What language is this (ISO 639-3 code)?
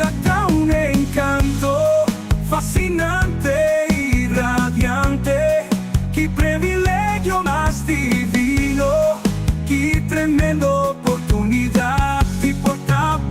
pap